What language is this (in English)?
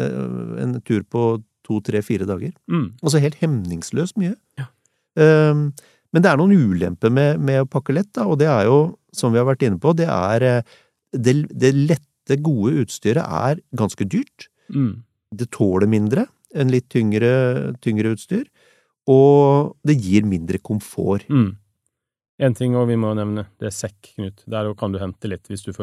Norwegian